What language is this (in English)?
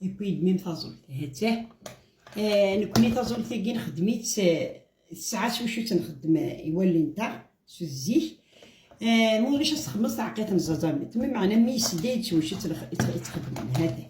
Kabyle